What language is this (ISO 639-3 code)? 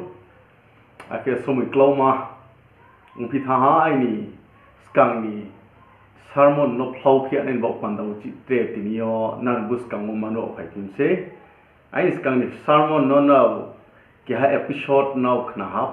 ria